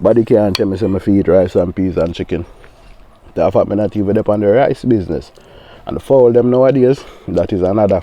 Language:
Jamaican Creole English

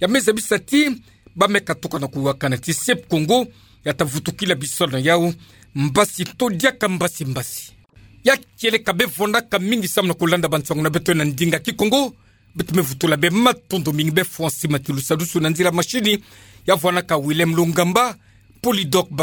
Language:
Kituba (Democratic Republic of Congo)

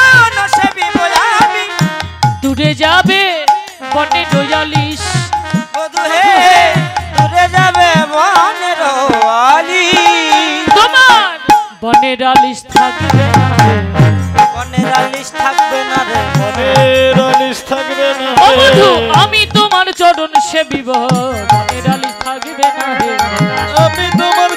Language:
Bangla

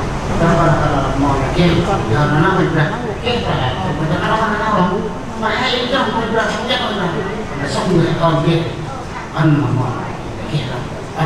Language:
Central Mnong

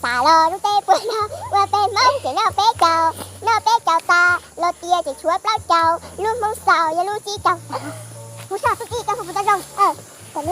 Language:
Hmong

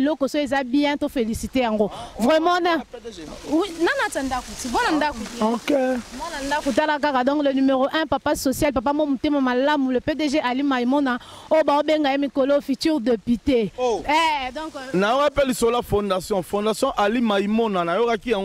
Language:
Lingala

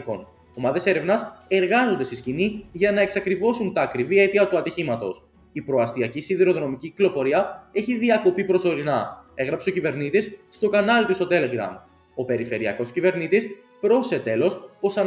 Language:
Greek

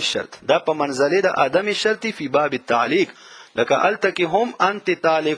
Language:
Pashto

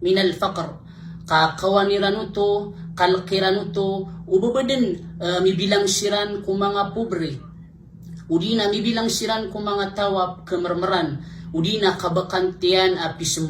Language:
Maranao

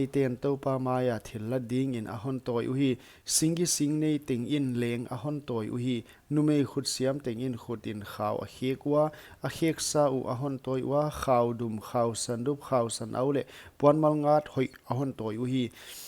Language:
Paite Chin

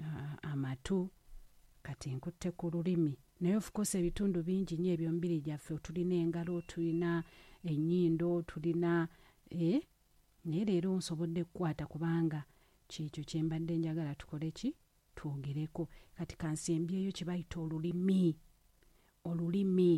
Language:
Ganda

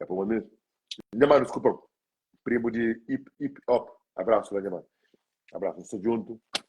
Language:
Kabuverdianu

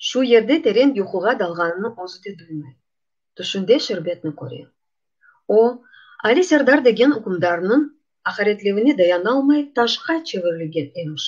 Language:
Crimean Tatar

